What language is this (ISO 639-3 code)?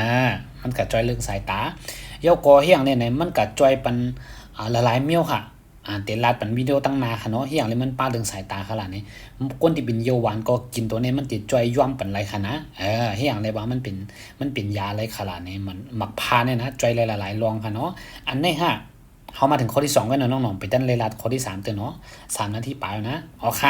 shn